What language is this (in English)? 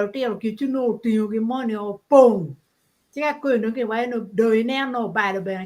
Acoli